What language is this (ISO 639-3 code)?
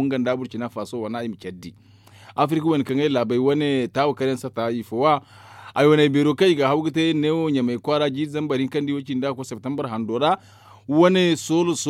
dje